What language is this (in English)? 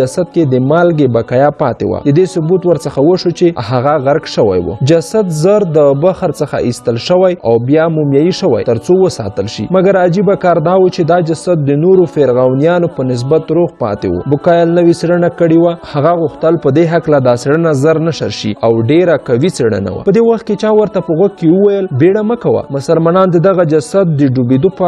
Pashto